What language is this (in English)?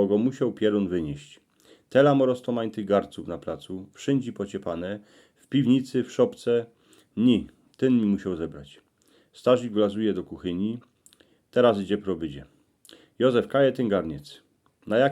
Silesian